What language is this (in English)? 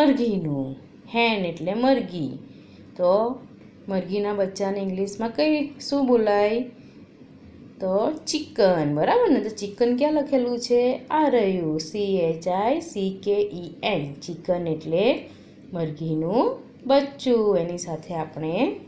Gujarati